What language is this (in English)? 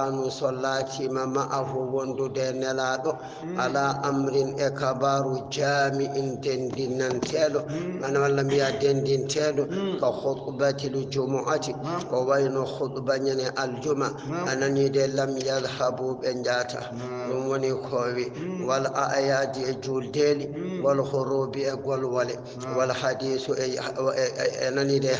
Fula